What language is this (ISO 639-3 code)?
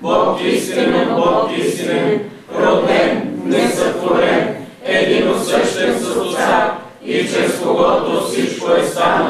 bul